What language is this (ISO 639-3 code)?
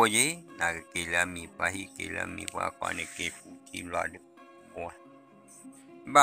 ksw